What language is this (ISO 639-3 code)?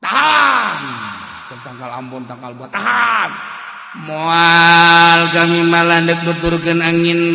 sun